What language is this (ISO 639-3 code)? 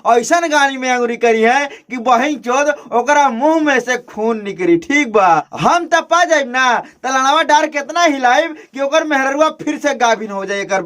bho